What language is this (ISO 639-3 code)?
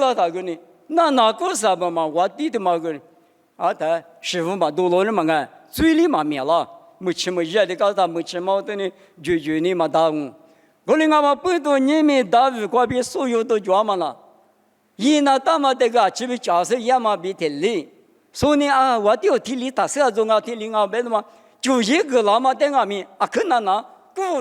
lis